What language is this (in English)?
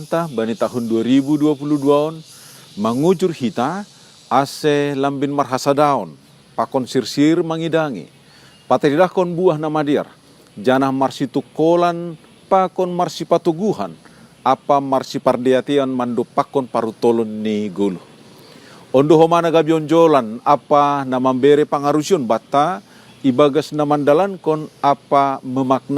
Batak Simalungun